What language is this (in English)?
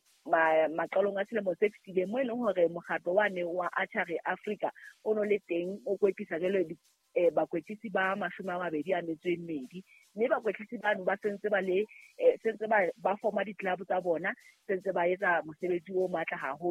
Southern Sotho